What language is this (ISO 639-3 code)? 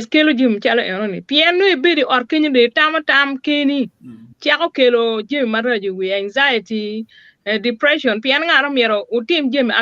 ach